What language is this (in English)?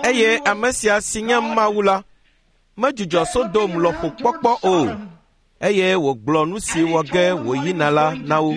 Ewe